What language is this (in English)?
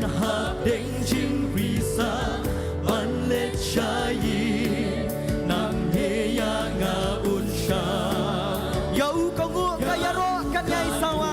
Khasi